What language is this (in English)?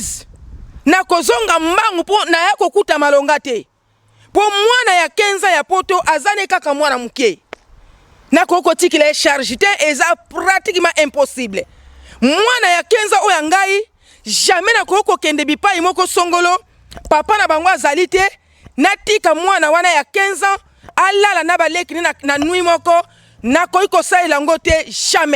Lingala